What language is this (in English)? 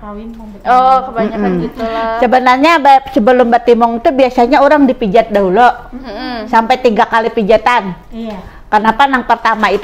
Banjar